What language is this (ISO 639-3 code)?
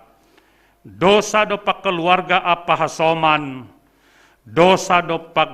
bts